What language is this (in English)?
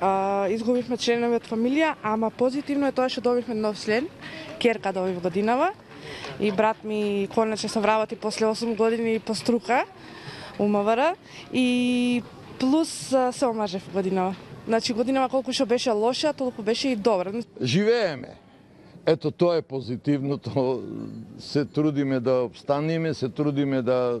Macedonian